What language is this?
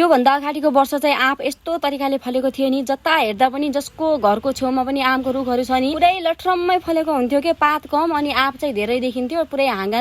Nepali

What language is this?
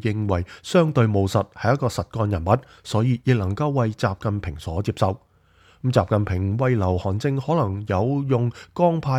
Cantonese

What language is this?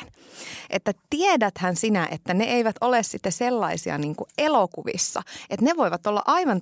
Finnish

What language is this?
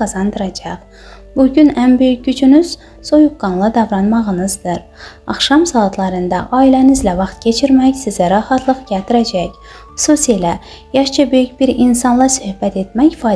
Azerbaijani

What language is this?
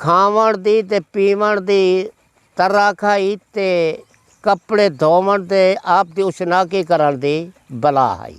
Saraiki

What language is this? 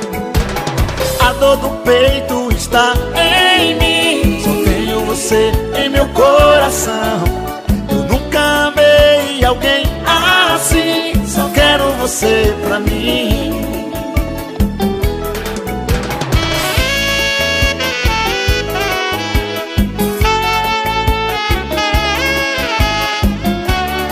Portuguese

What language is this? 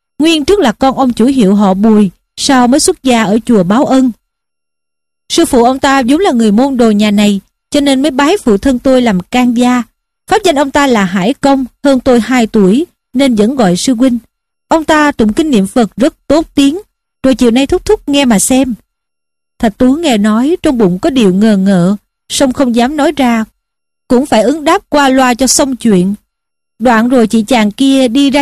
Vietnamese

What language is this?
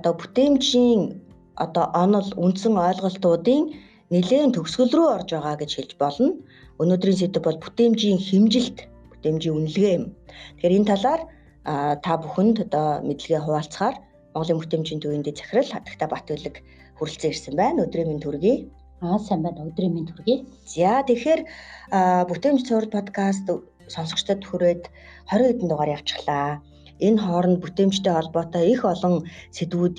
Mongolian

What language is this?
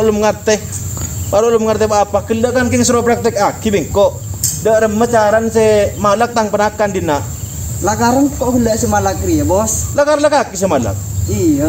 Madurese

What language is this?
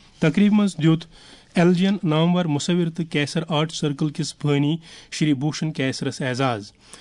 Kashmiri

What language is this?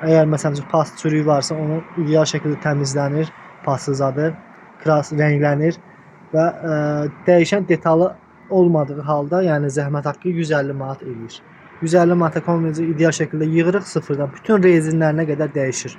Azerbaijani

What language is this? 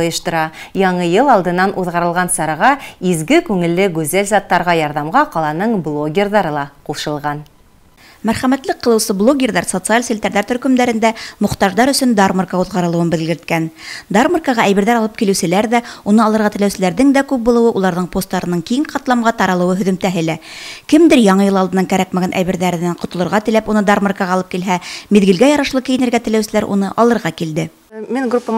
Bashkir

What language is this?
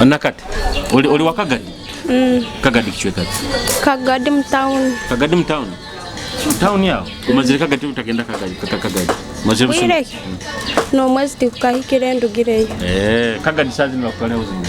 Nyoro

